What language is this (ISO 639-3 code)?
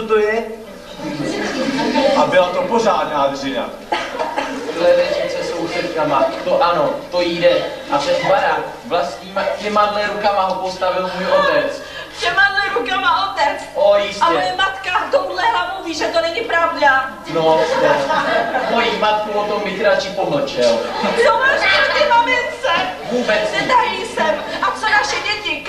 ces